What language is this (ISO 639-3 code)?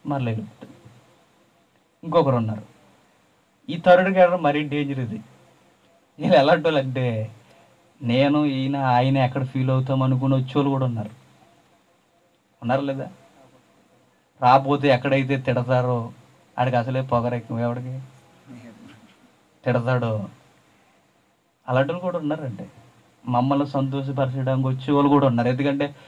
tel